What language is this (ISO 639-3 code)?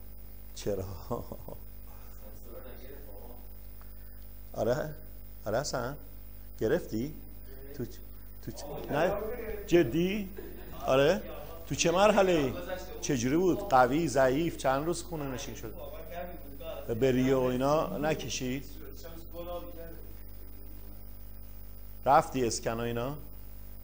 fas